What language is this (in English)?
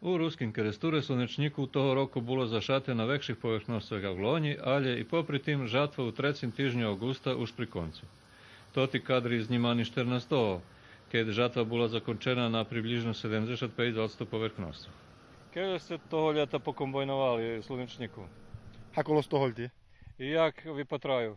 Rusyn